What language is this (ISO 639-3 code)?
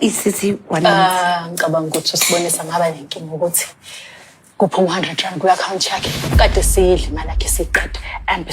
zul